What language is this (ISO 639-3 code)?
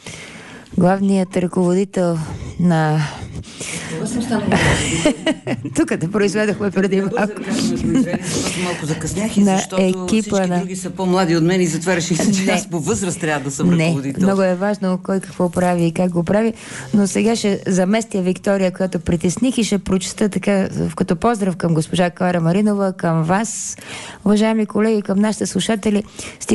bul